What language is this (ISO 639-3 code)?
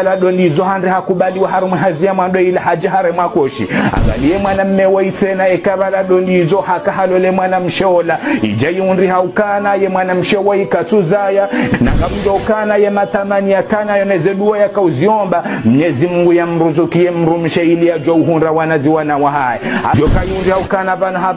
zdj